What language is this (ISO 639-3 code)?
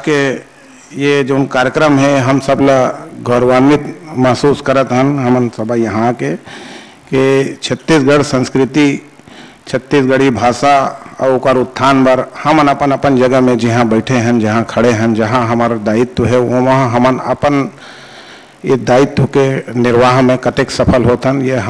hne